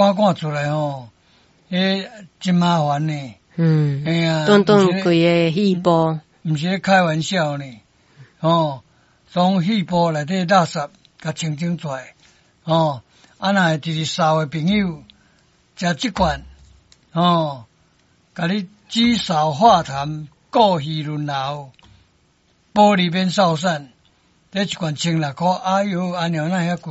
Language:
Min Nan Chinese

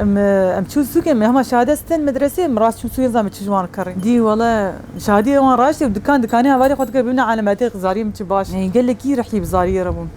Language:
Kurdish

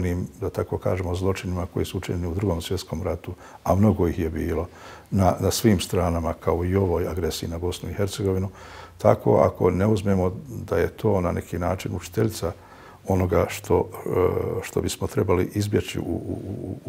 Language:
Bosnian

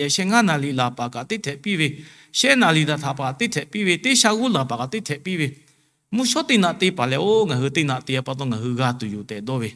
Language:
Lahu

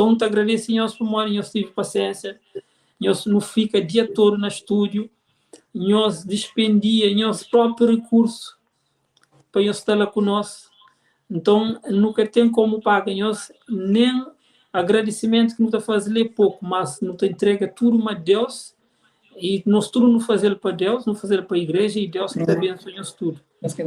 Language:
Kabuverdianu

